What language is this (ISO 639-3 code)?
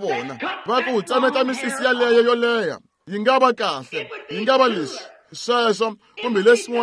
tso